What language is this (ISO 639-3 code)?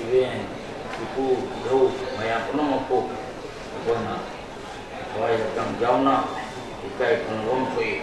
mni